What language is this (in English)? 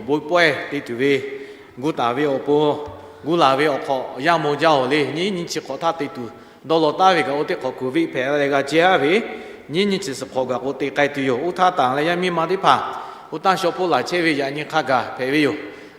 Lahu